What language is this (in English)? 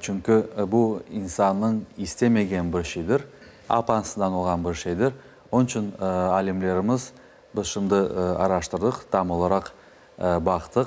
Crimean Tatar